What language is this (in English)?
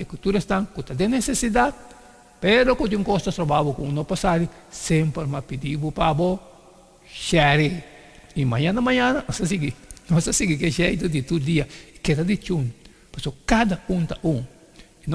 Papiamento